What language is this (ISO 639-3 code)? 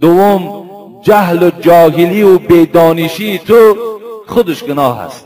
tgk